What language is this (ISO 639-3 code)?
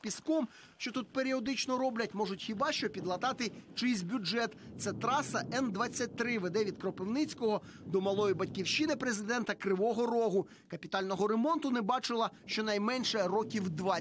ukr